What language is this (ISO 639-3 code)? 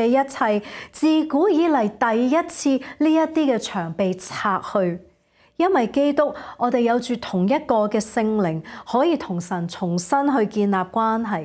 yue